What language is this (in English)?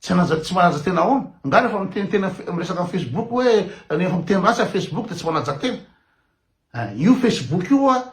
Malagasy